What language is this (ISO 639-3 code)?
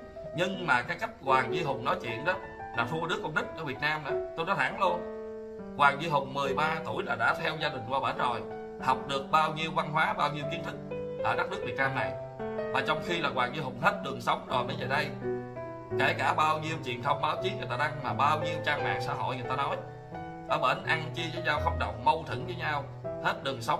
vie